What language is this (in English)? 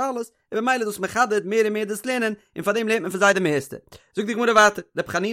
Yiddish